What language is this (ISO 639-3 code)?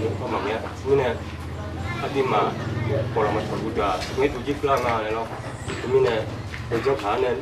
ahk